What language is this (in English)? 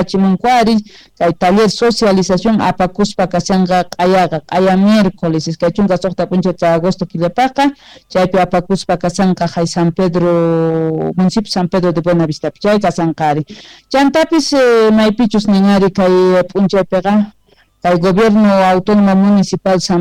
Quechua